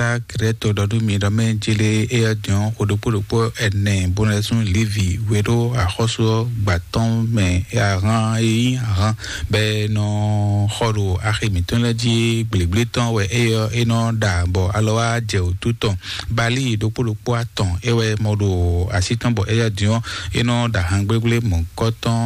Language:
Fon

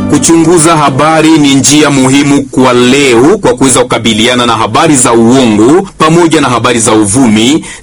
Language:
Swahili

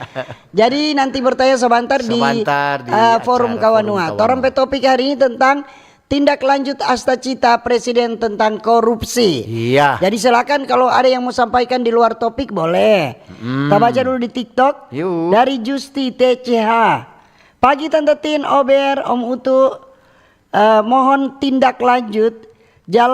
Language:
Manado Malay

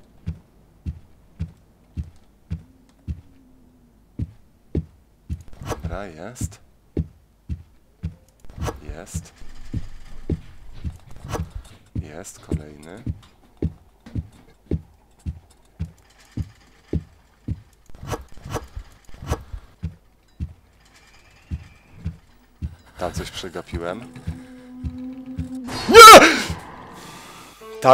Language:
Polish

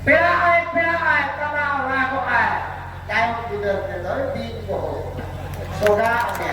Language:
Santali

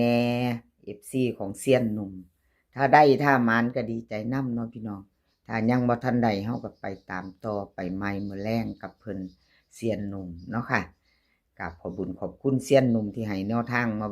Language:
Northeastern Thai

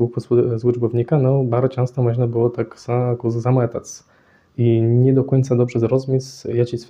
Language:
Kashubian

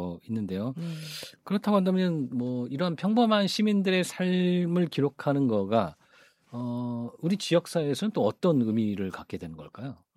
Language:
Korean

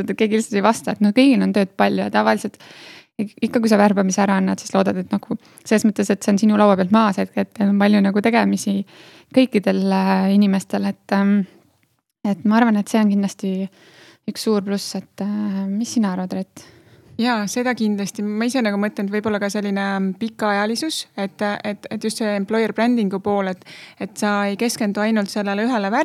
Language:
Estonian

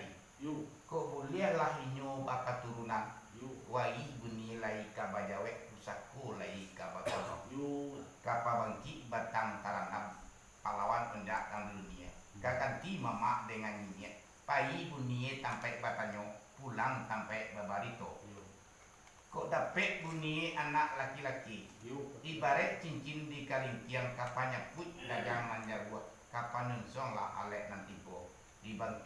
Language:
Minangkabau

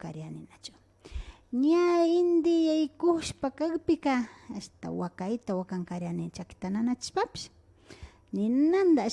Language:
Imbabura Highland Quichua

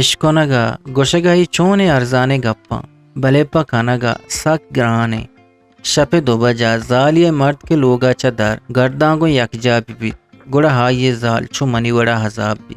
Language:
Eastern Balochi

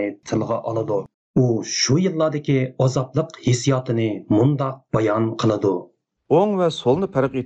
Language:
Uyghur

